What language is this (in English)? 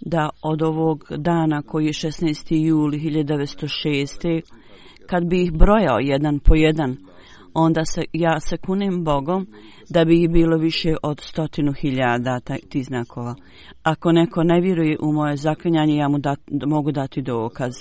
Bosnian